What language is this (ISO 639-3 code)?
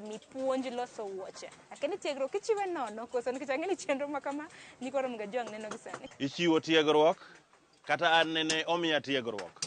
luo